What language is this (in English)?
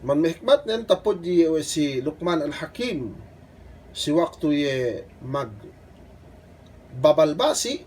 Yakan